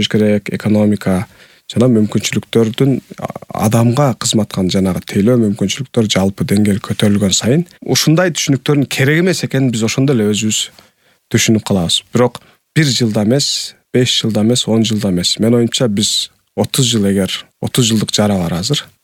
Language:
Kyrgyz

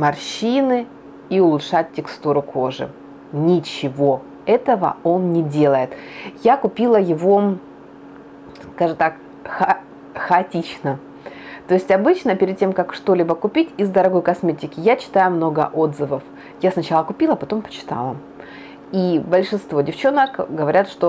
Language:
Russian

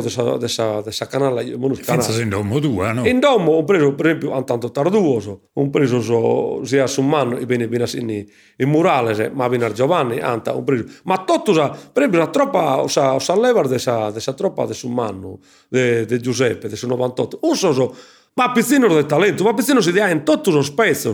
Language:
Sardinian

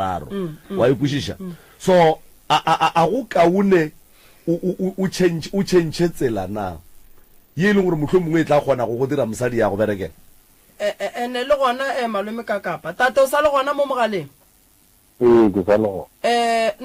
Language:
Northern Sotho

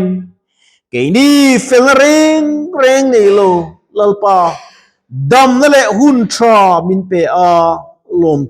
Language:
Mizo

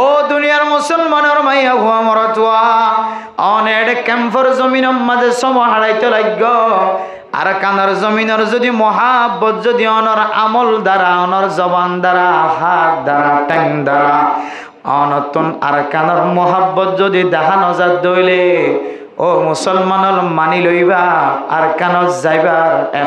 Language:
Rohingya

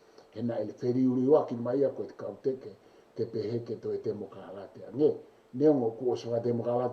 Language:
Tongan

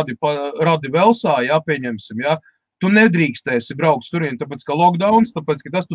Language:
Latvian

